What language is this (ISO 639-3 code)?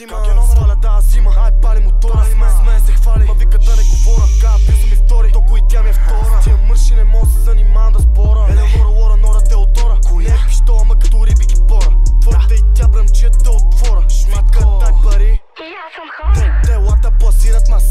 bul